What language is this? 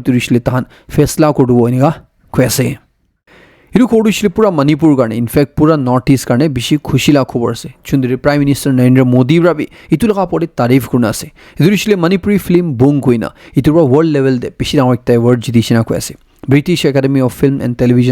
Naga Pidgin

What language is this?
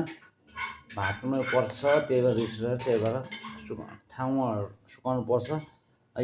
Nepali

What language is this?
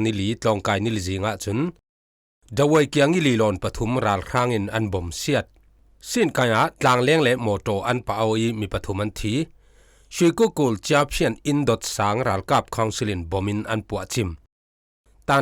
Falam Chin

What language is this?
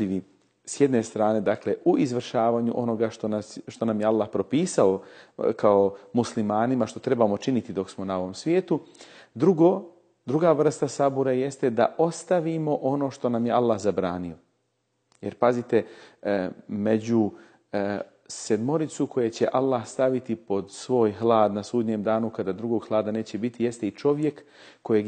Bosnian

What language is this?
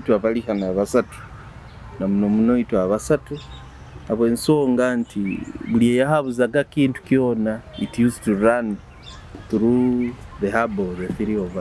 Nyoro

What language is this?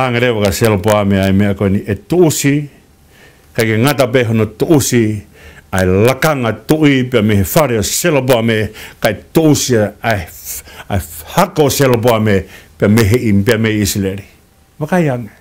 Tongan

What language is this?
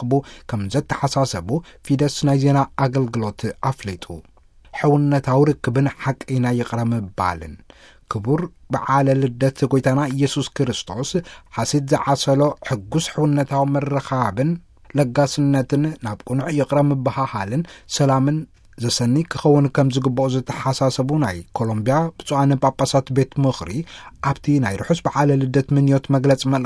Tigrinya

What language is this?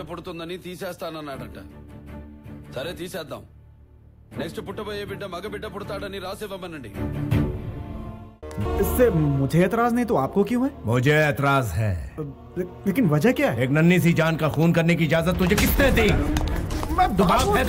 Hindi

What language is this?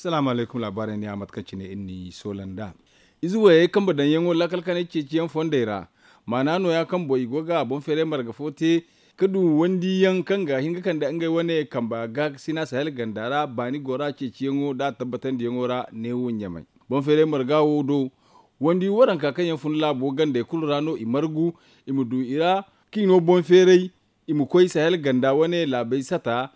Zarma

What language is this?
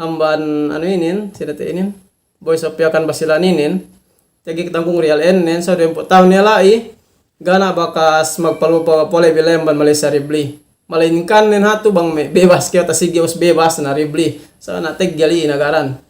Yakan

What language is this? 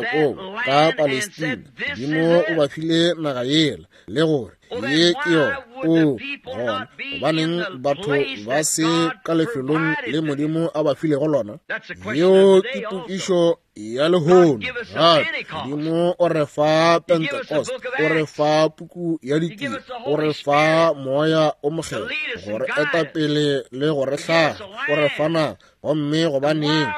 Northern Sotho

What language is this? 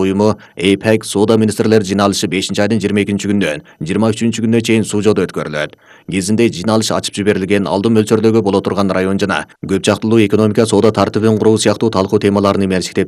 Kyrgyz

